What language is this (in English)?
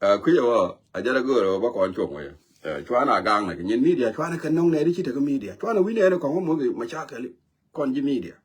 Nuer